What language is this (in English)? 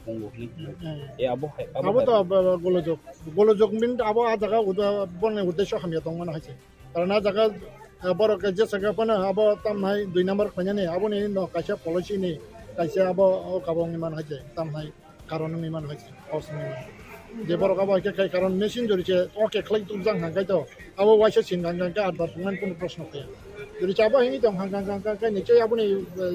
Kok Borok